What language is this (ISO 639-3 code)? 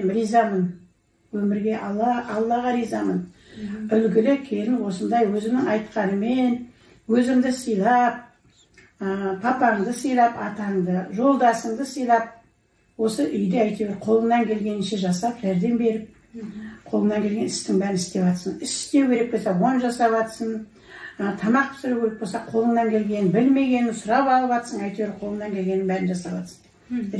kaz